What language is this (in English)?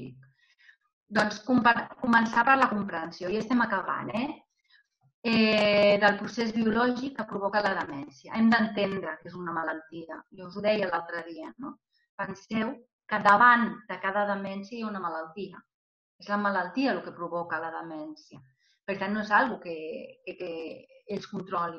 Catalan